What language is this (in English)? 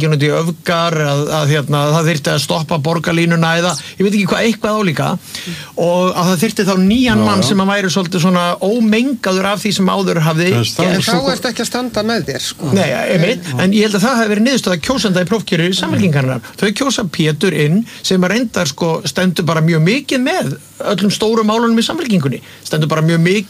Icelandic